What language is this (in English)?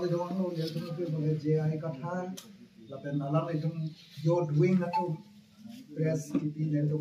Karbi